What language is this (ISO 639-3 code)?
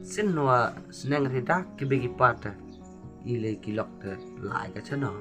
kha